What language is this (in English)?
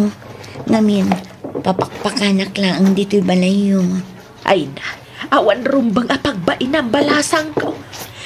Iloko